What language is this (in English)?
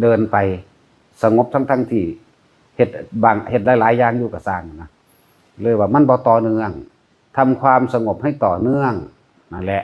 Northeastern Thai